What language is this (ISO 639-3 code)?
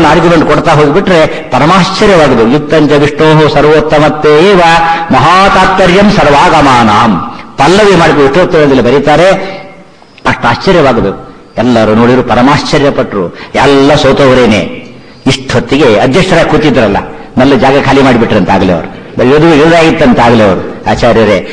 kan